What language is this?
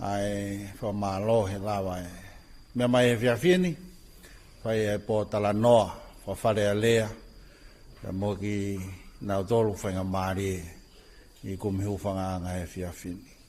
Tongan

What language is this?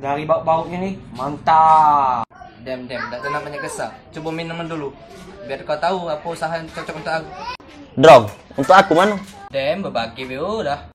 Musi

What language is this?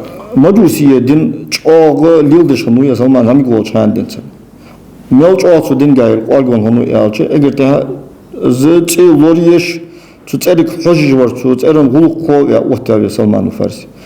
Ingush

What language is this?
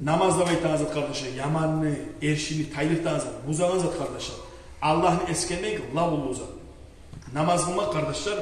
Kumyk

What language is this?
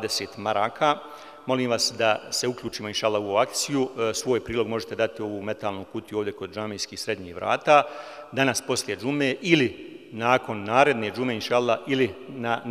Bosnian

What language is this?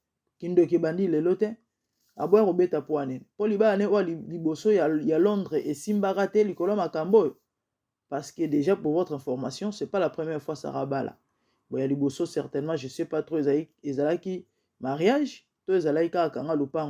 Lingala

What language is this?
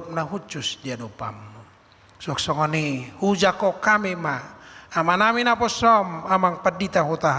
Batak Toba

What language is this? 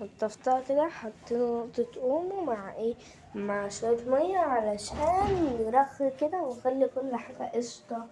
Egyptian Arabic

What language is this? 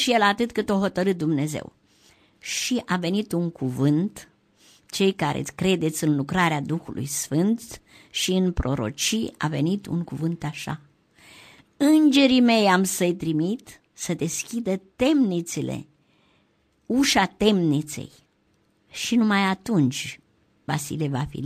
Romanian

